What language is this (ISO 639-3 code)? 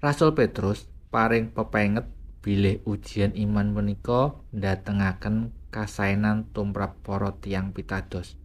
jav